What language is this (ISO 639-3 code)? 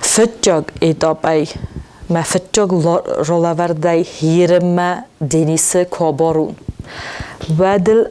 oss